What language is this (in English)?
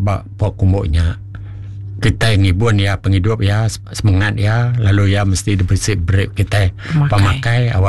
Iban